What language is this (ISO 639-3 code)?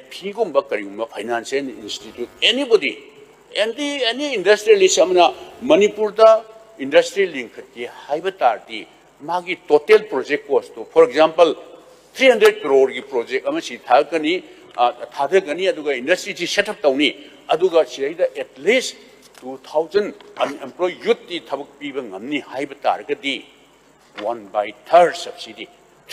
mni